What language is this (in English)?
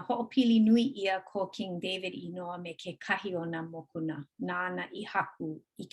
Hawaiian